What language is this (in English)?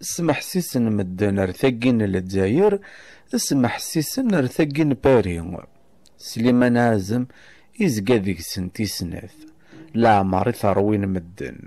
Kabyle